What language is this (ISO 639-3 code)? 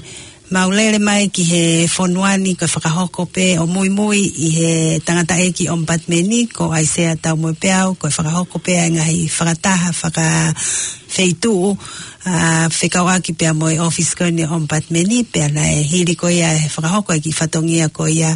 ton